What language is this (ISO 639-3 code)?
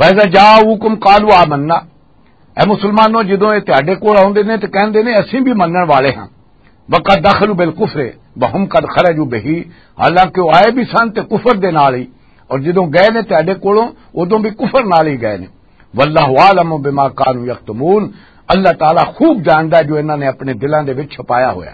lah